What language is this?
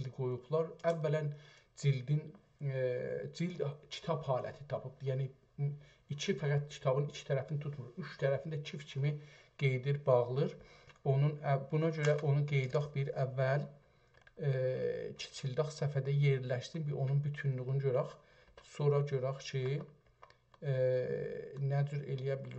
South Azerbaijani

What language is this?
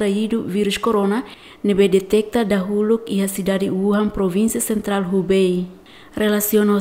Tetum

